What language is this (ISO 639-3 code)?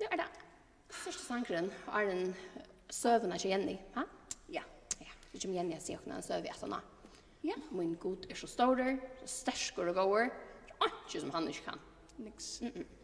fao